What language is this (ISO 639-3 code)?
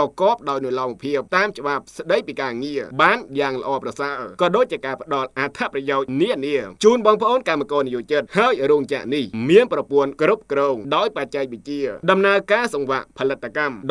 khm